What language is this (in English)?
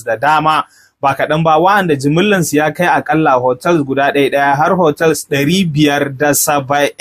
Hausa